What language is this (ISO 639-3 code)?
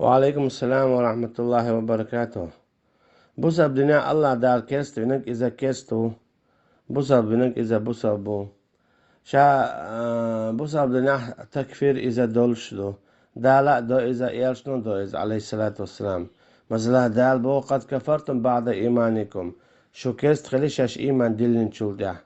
che